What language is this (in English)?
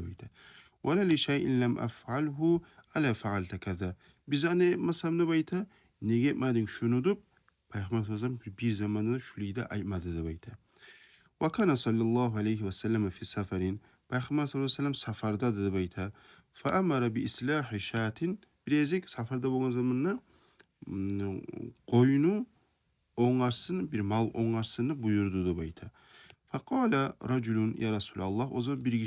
Kumyk